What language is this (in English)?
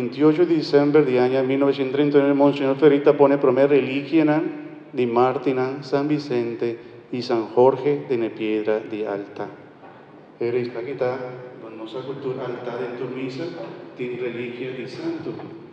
Papiamento